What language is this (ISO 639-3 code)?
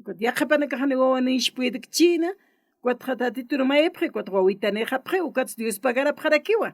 aym